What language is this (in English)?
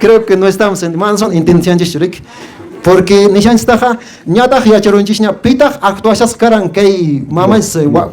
Quechua